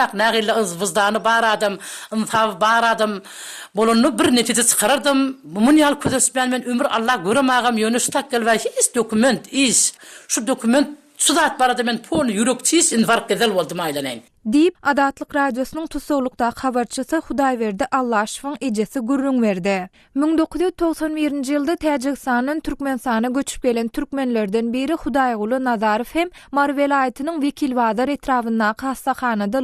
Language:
Turkmen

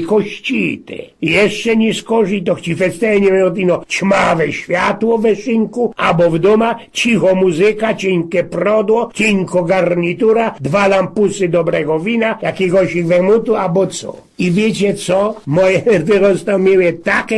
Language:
Silesian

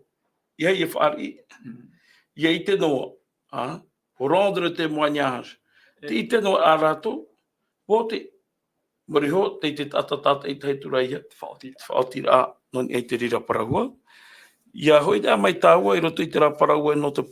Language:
Tahitian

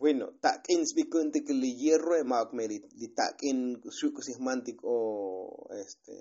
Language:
Tzotzil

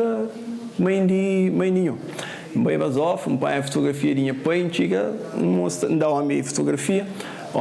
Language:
Kabuverdianu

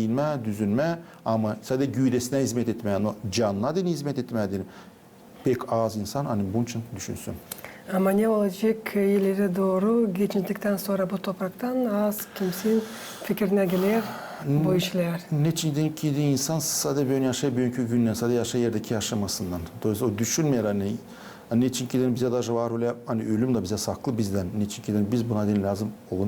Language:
Gagauz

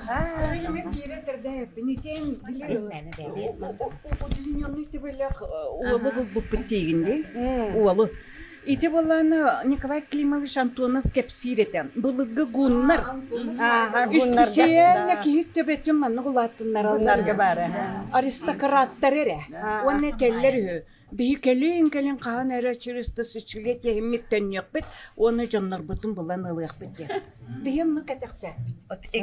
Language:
Yakut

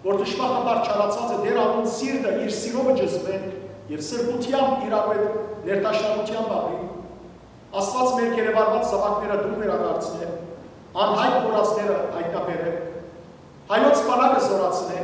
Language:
Western Armenian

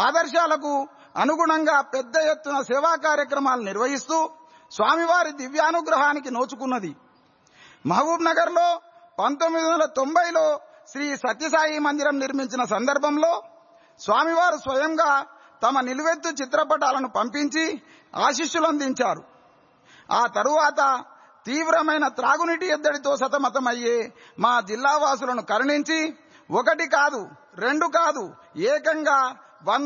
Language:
Telugu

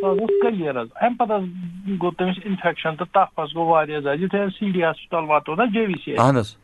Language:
Kashmiri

